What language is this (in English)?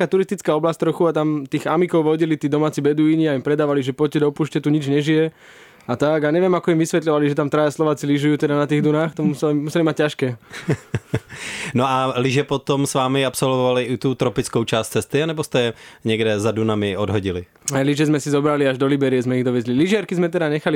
Slovak